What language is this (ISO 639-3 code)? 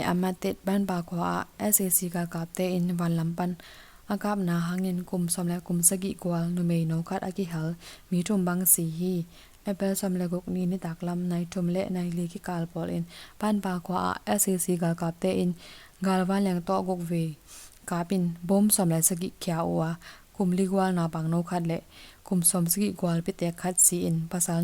ctd